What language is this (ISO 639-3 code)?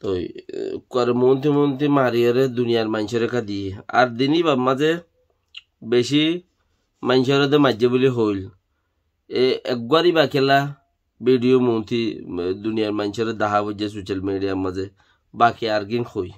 rhg